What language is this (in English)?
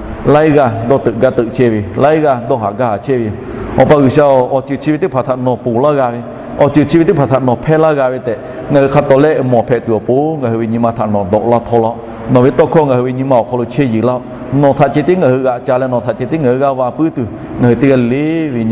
Lahu